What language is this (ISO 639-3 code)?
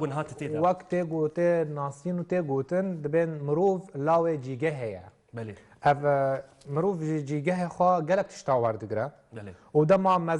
kur